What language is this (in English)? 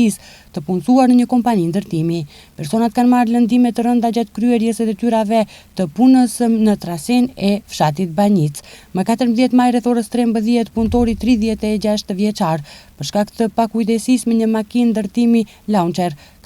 Albanian